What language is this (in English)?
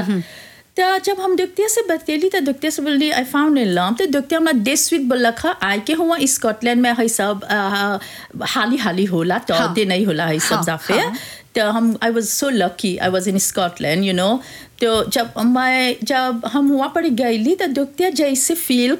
Bhojpuri